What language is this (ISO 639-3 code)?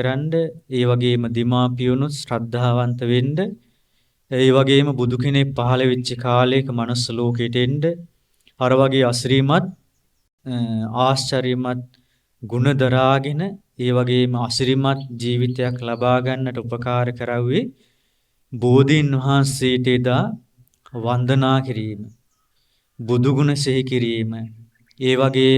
sin